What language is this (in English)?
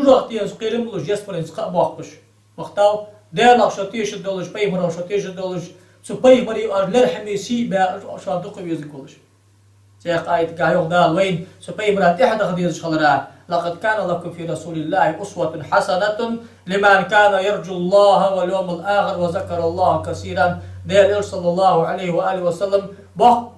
Ingush